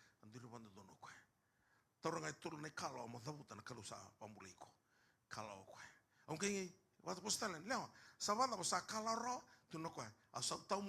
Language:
Fijian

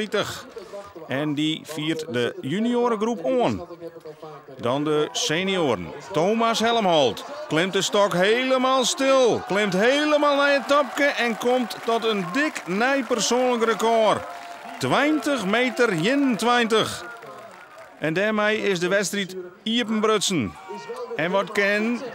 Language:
Western Frisian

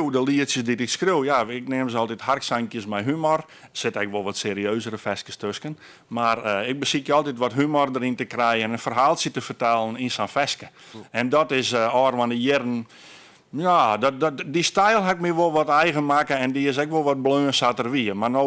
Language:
Western Frisian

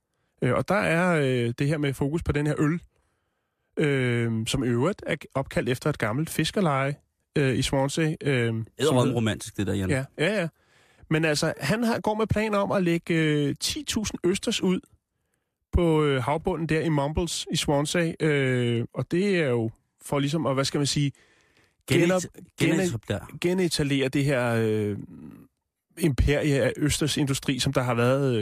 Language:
Danish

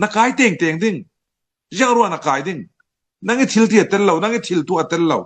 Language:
Falam Chin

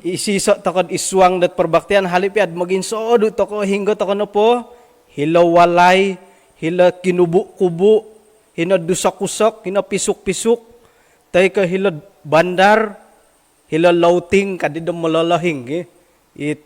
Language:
Central Dusun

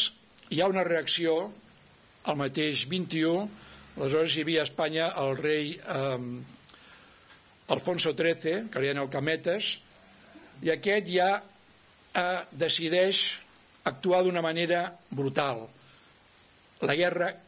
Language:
Catalan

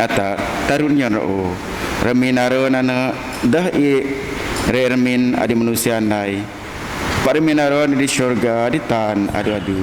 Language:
Biatah Bidayuh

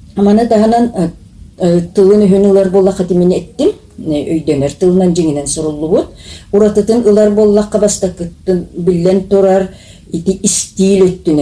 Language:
Yakut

